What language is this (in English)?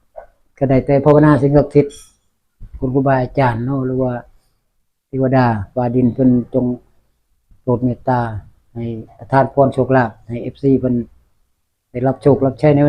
Northeastern Thai